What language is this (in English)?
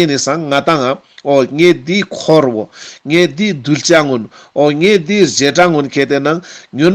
Ladakhi